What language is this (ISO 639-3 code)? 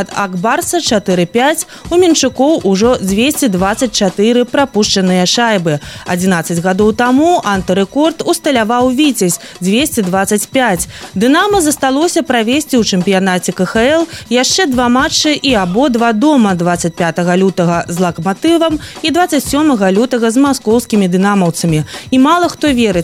bel